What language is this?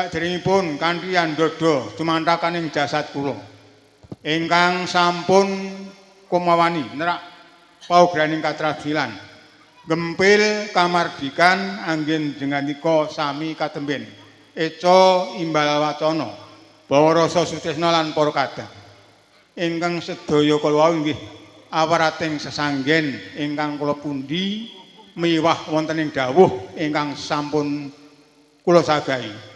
Javanese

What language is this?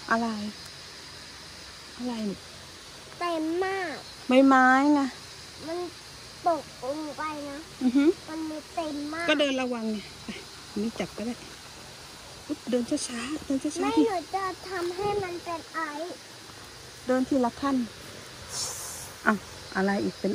Thai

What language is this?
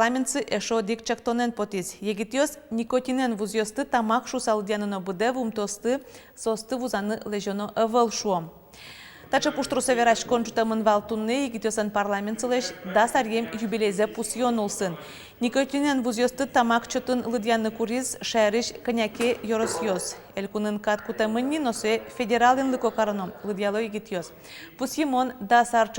Udmurt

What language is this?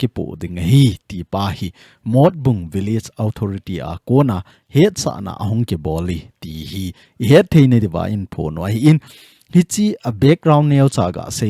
Thado Chin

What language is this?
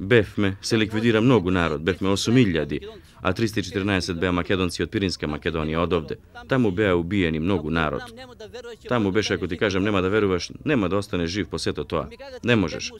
Macedonian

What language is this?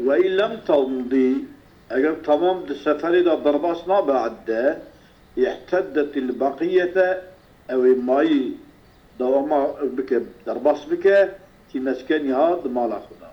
Kurdish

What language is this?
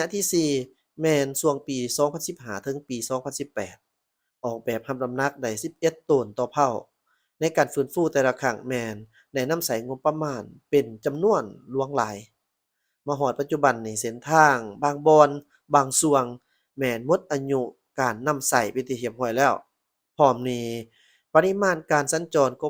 Lao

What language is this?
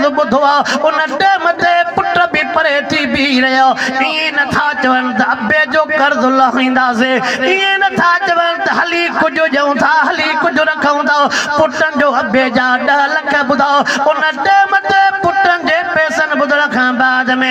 Sindhi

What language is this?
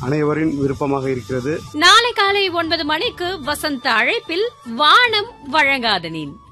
Tamil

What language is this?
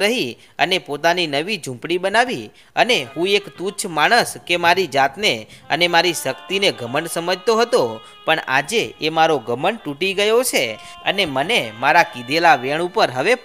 Gujarati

